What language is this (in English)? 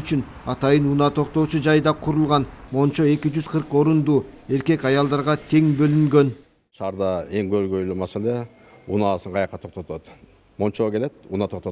Kyrgyz